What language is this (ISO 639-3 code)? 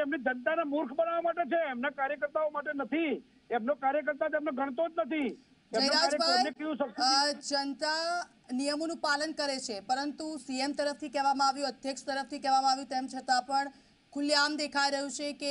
guj